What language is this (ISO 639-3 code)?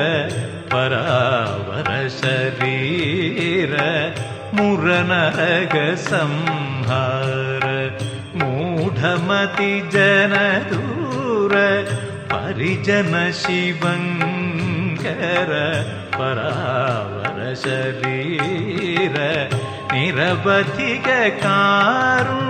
san